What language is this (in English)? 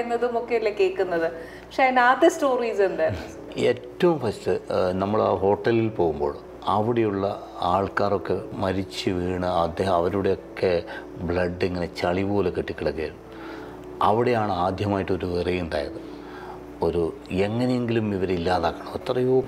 Malayalam